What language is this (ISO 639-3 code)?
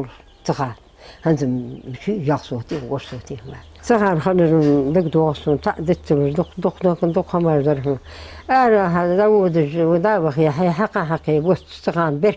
inh